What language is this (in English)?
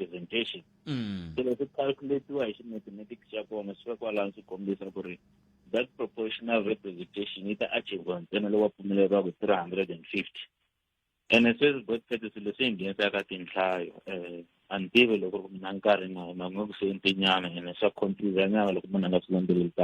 Tsonga